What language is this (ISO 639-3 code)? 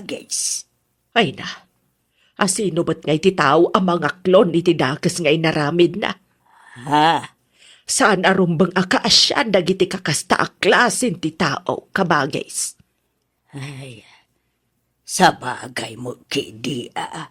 ilo